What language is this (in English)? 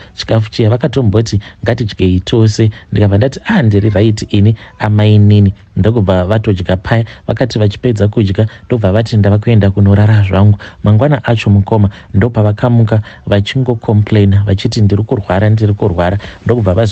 Shona